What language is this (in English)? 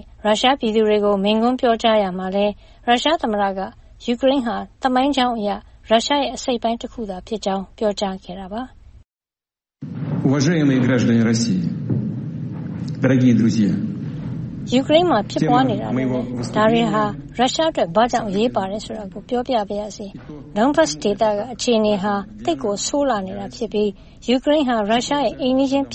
Burmese